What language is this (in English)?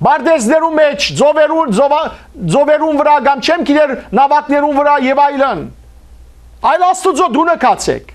Western Armenian